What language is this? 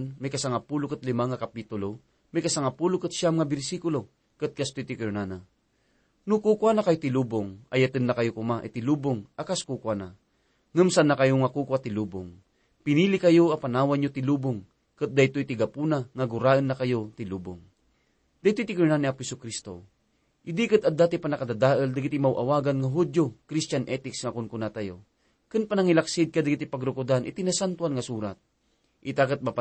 Iloko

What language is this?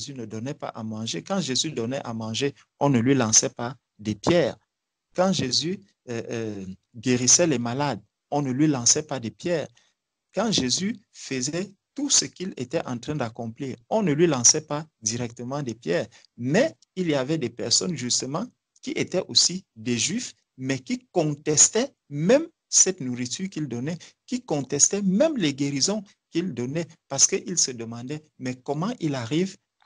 French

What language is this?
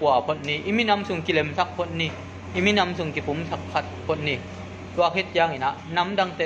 Tedim Chin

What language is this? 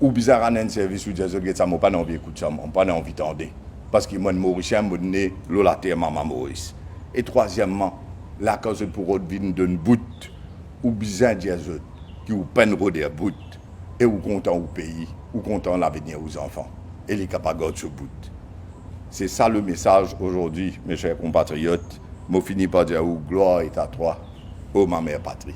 Morisyen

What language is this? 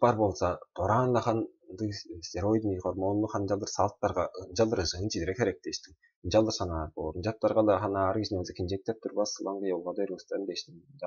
Tuvinian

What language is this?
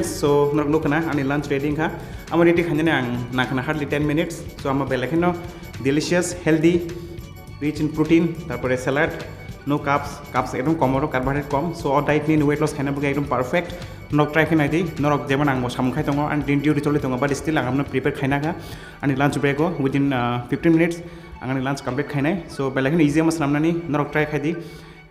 Kok Borok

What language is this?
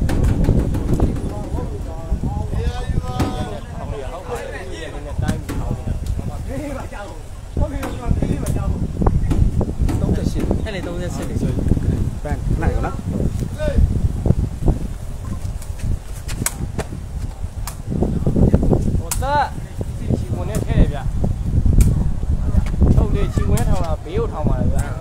Burmese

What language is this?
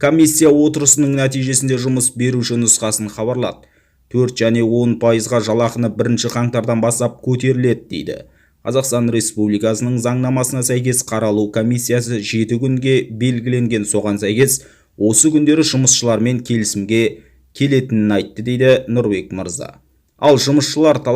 Kazakh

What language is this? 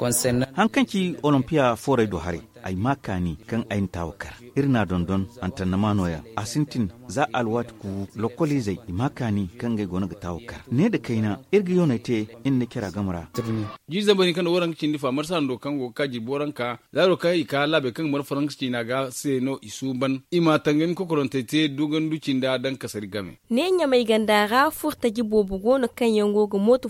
Zarma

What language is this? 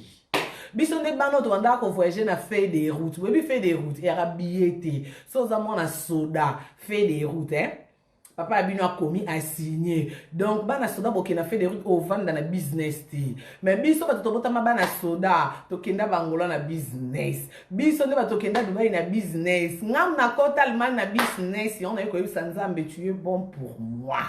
Lingala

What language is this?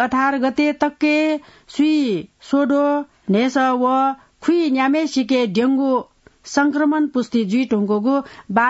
Newari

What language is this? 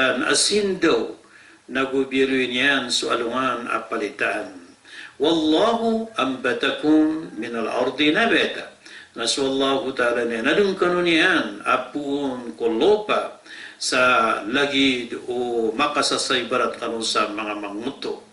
Maranao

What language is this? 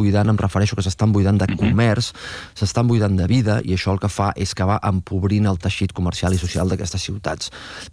Catalan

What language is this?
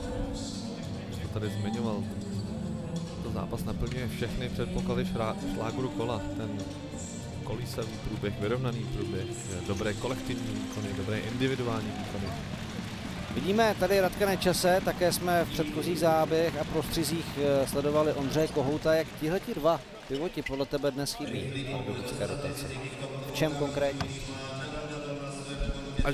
Czech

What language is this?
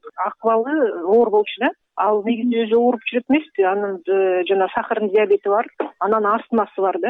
Kyrgyz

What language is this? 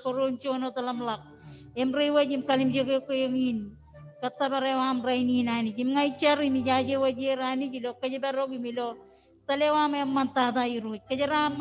Marshallese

